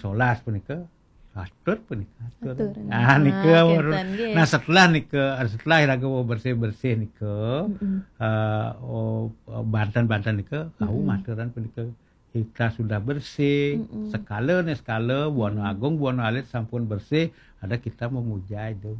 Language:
Balinese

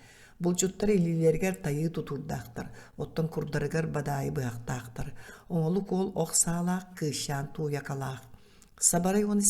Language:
Yakut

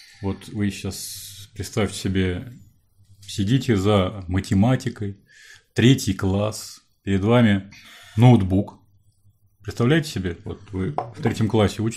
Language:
Russian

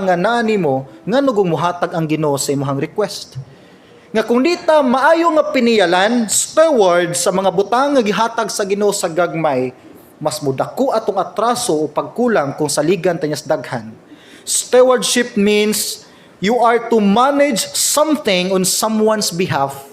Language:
Cebuano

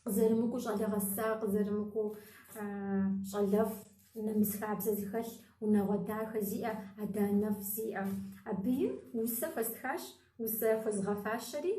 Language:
Kabardian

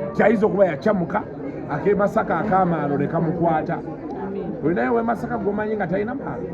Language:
Ganda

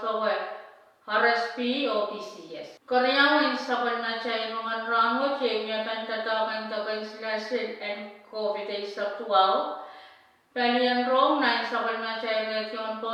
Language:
Pohnpeian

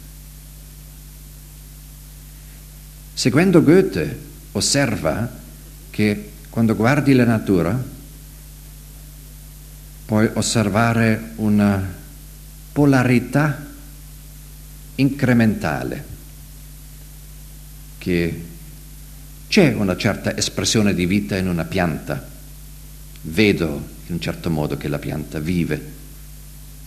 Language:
Italian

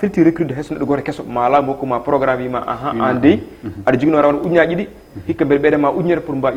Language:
Fula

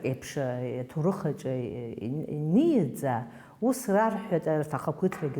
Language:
Abkhazian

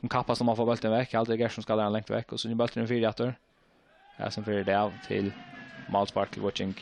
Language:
Faroese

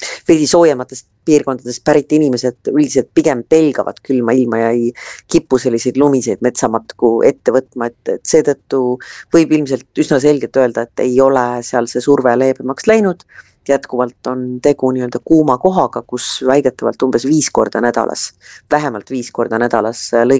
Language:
Estonian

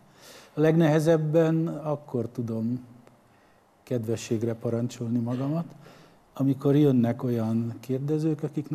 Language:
Hungarian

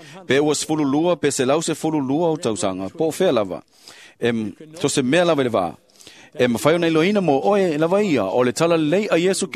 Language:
Samoan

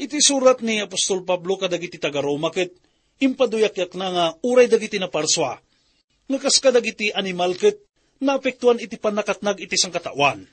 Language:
Iloko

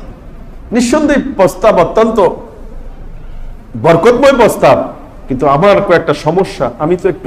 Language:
Bangla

